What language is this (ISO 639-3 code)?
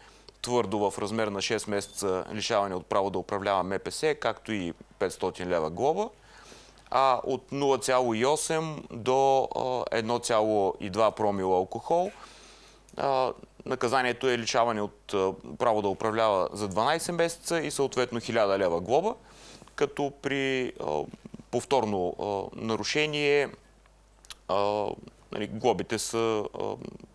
bul